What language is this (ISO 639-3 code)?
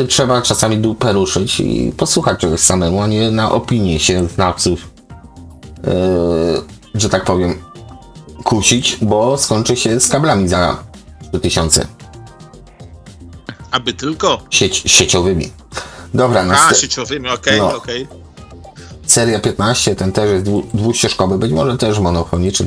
pol